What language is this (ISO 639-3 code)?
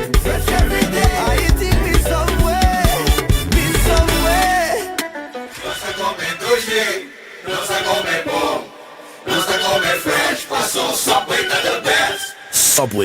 pap